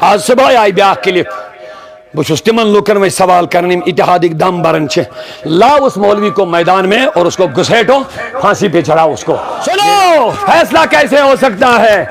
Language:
Kashmiri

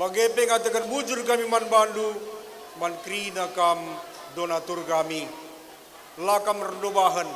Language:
Batak Karo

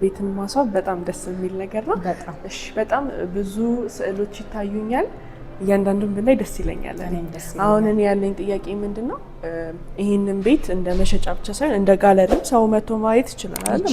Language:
Amharic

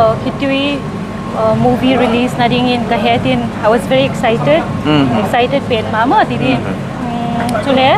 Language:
Paite Chin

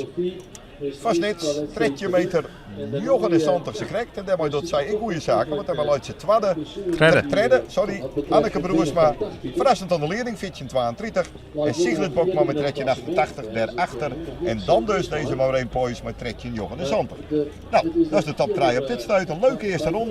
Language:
Western Frisian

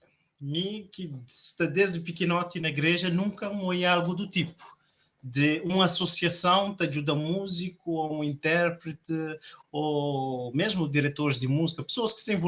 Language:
Kabuverdianu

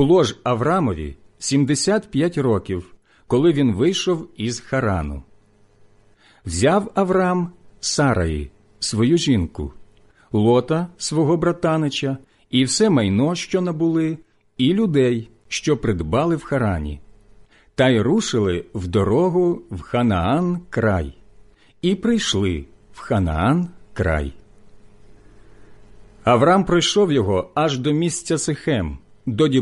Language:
Ukrainian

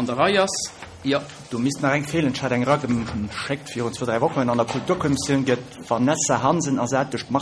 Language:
Luxembourgish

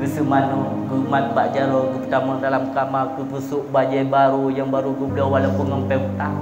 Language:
Achinese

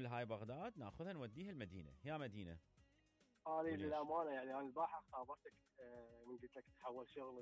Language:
Mesopotamian Arabic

